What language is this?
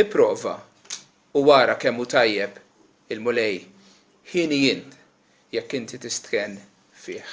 Maltese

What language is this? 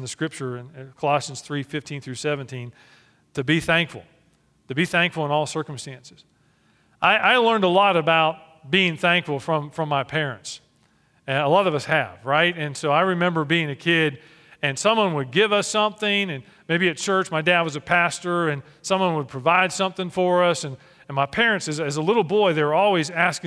English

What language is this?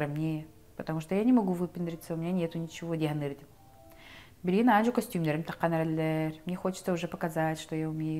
Yakut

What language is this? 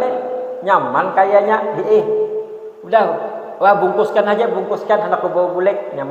Banjar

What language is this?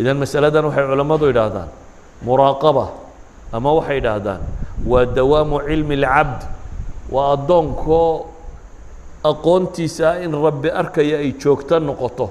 Somali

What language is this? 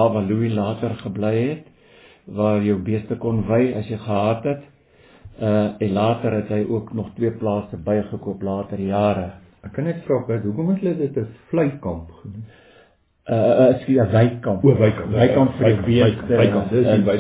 Afrikaans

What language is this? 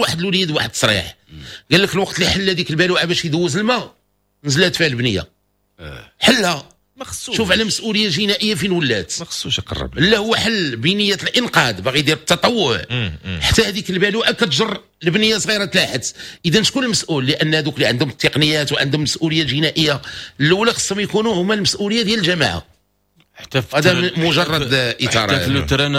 Moroccan Arabic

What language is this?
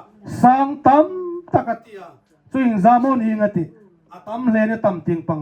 Hmar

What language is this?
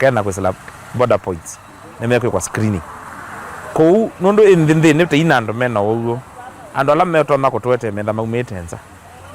Kamba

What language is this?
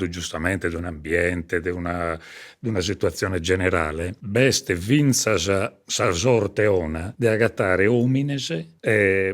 Sardinian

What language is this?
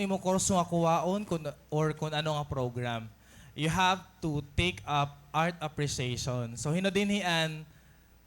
Waray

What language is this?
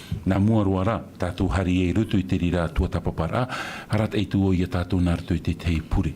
Tahitian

